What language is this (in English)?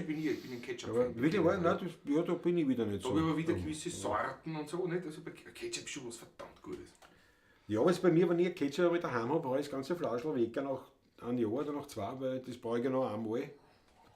Bavarian